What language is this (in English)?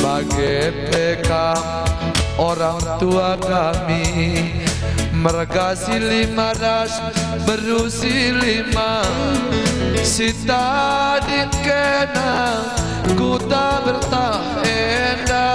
Batak Karo